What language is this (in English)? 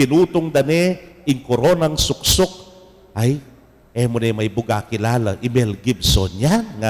Pampanga